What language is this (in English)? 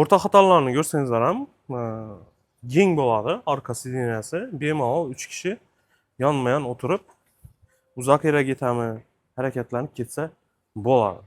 Uzbek